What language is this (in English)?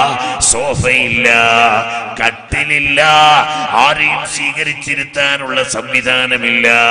Malayalam